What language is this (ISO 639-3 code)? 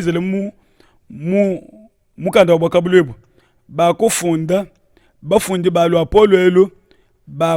lua